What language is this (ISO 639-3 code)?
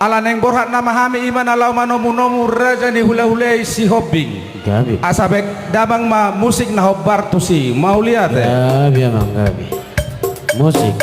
bbc